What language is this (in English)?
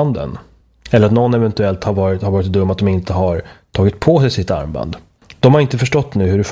Swedish